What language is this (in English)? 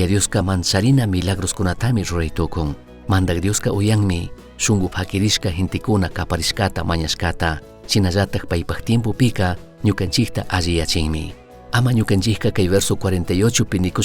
Chimborazo Highland Quichua